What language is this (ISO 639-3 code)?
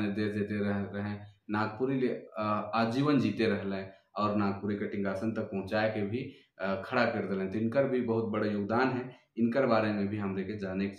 sck